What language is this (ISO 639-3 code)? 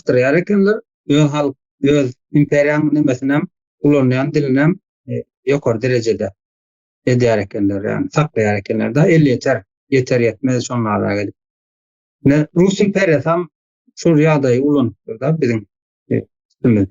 tuk